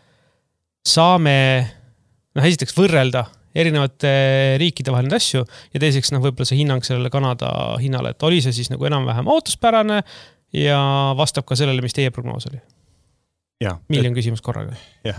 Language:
Estonian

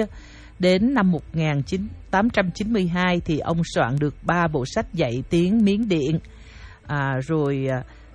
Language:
Vietnamese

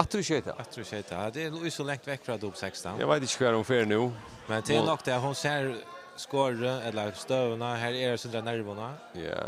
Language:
Faroese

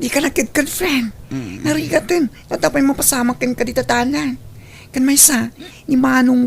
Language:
Iloko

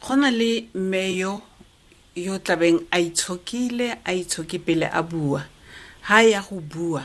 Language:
Tswana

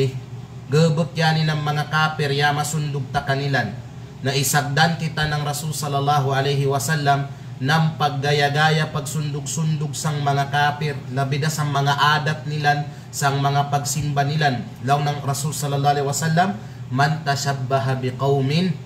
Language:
Kalagan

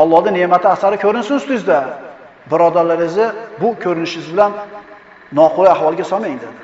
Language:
Uzbek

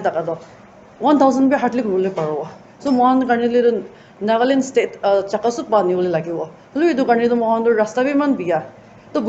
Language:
Naga Pidgin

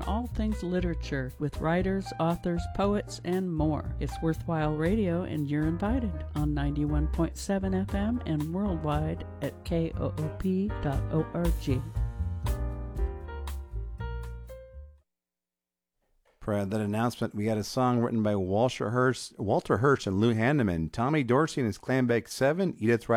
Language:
English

